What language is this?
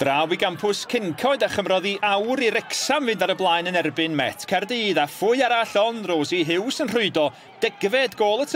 Welsh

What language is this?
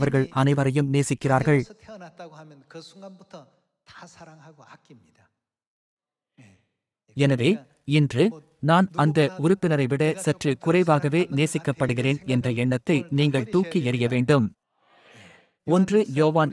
Tamil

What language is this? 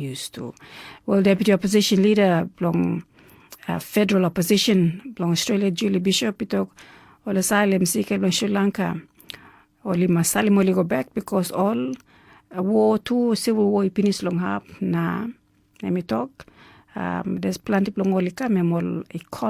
Tok Pisin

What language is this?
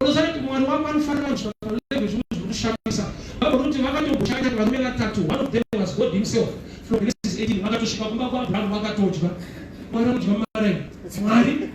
Shona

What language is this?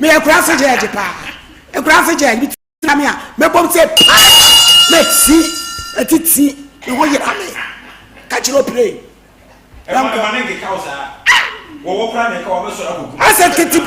Akan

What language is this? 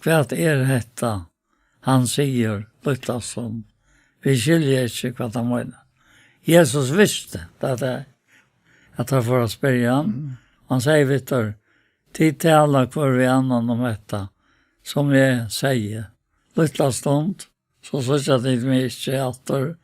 Faroese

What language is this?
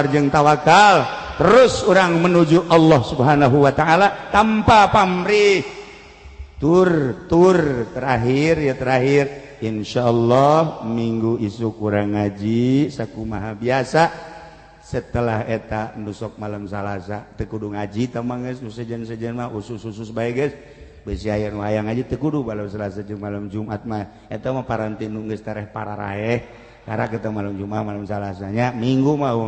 Sundanese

